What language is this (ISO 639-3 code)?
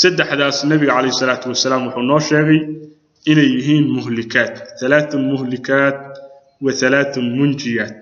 som